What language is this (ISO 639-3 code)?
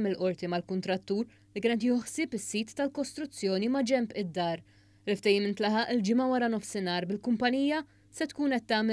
mlt